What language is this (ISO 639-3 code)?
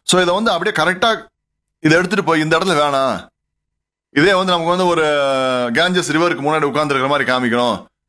tam